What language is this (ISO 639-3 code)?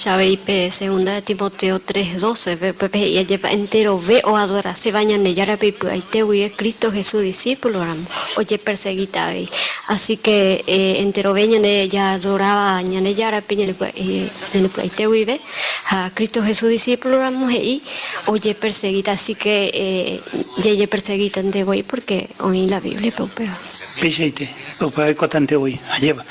grn